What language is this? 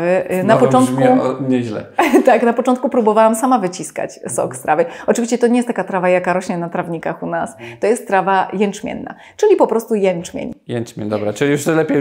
Polish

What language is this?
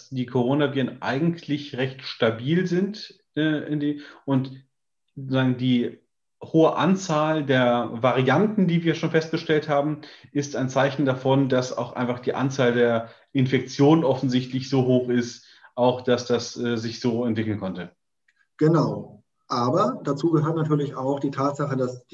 German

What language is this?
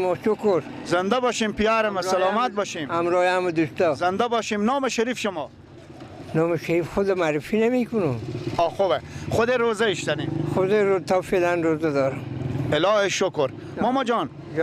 Persian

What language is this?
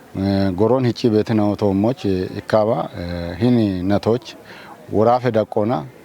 Kafa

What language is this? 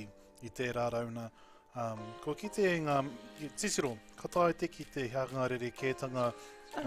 Māori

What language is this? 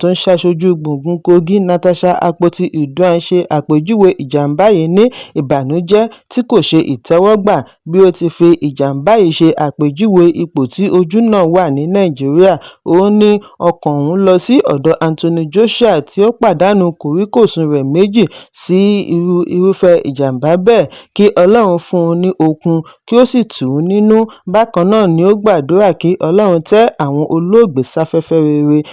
Yoruba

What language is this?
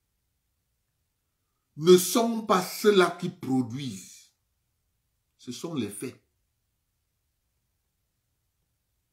French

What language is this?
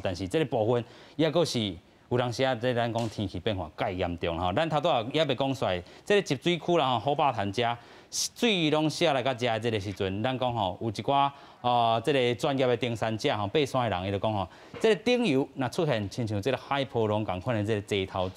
Min Nan Chinese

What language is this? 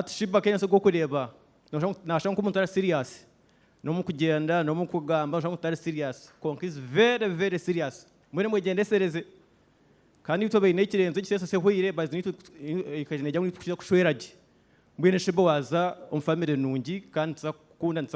Nyankole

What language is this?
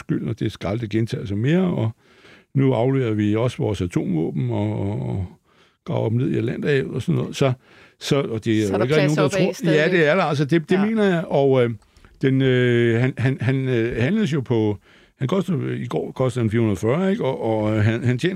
Danish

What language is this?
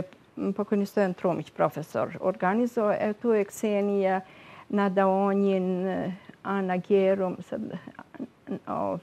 Serbian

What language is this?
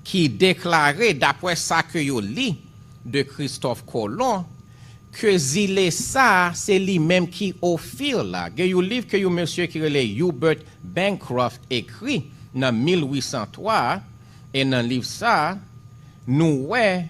Haitian Creole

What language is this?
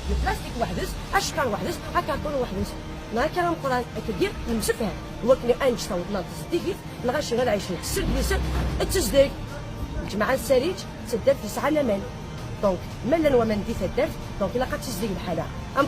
Kabyle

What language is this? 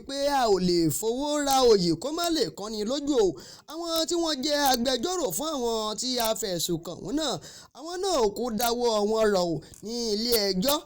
Yoruba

